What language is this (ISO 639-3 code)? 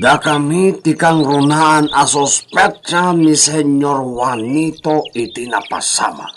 ilo